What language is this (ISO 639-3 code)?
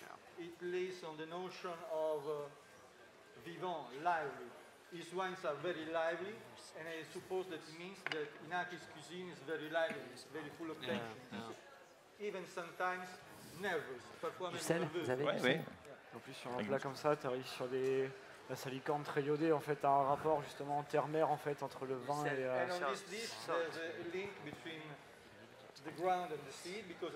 fra